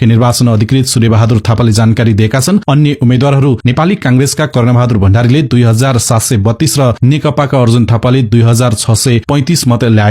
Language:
Nepali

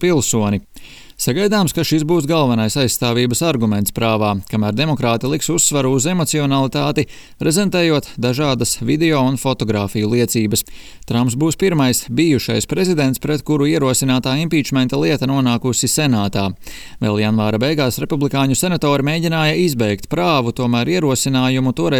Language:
Latvian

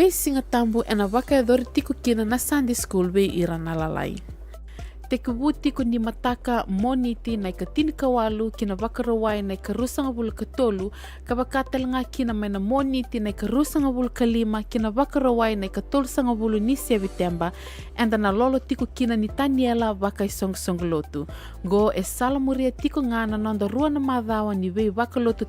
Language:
Fijian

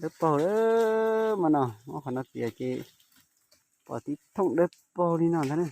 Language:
Hmong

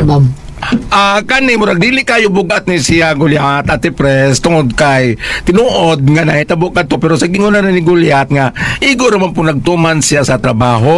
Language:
Cebuano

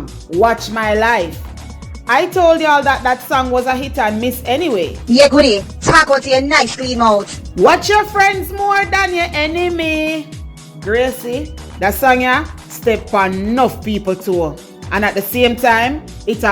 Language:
Jamaican Creole English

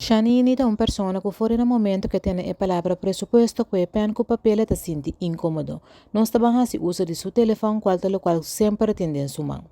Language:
Papiamento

